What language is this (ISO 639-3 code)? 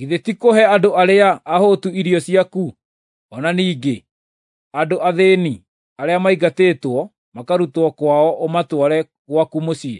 kik